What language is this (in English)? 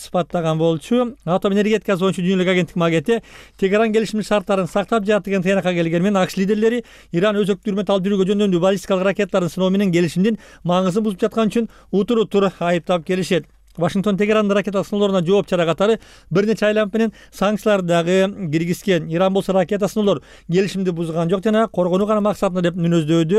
Kyrgyz